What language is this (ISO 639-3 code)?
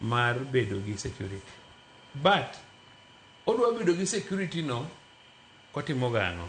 luo